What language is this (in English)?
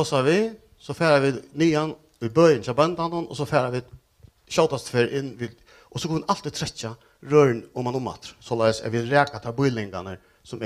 Faroese